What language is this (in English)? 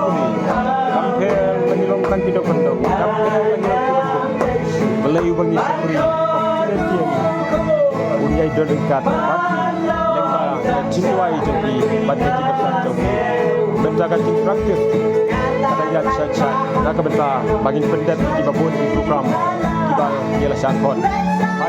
Khasi